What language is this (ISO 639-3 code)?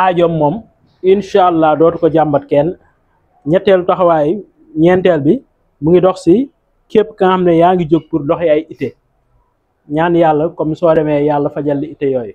wol